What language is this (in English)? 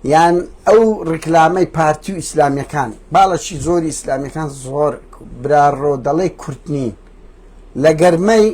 Central Kurdish